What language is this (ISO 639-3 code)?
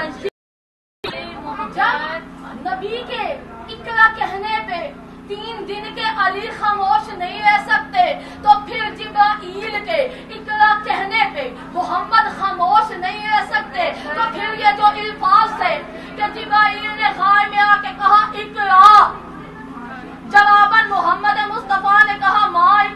urd